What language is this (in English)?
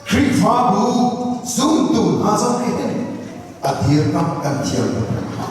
Falam Chin